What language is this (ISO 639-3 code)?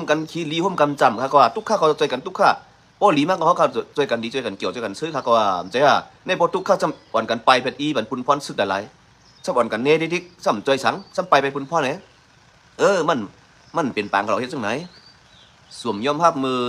shn